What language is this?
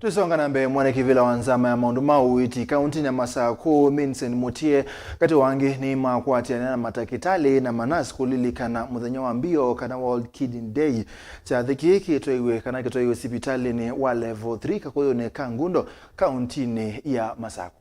Kamba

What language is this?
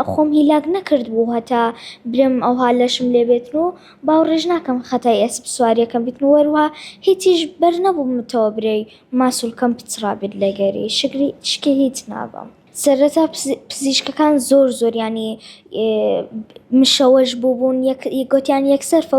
Central Kurdish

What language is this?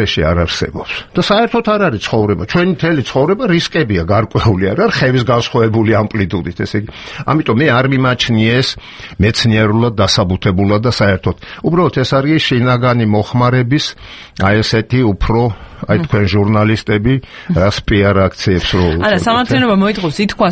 Georgian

